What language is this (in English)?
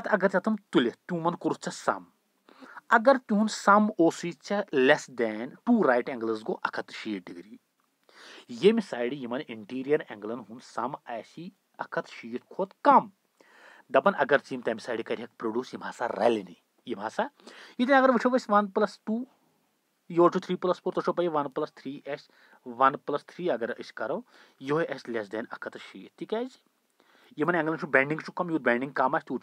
Kashmiri